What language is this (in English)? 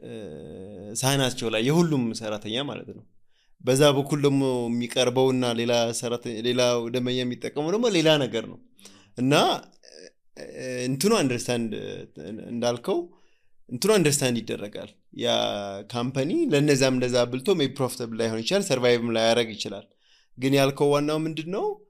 Amharic